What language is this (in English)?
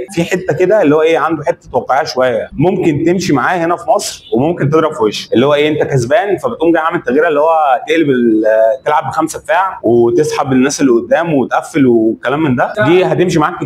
Egyptian Arabic